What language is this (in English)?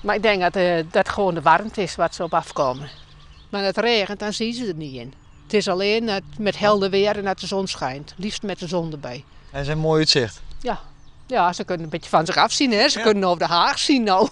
Western Frisian